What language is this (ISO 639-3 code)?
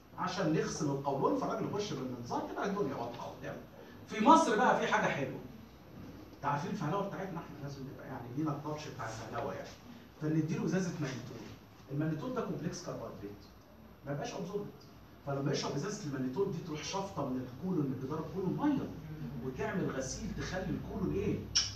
arz